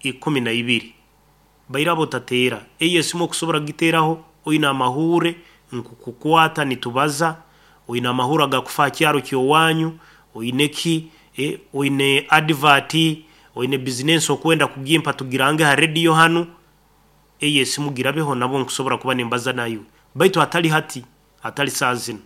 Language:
Nyoro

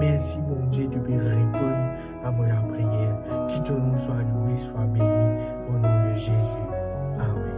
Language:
Morisyen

